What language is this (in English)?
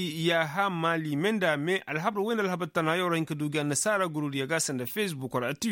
Koyraboro Senni